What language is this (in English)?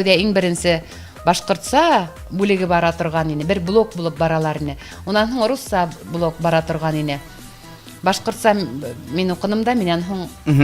Bashkir